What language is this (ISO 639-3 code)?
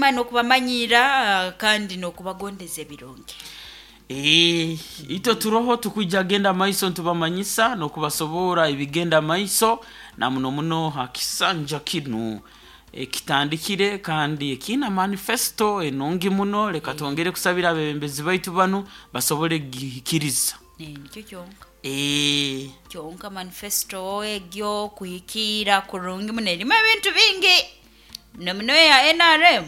nyo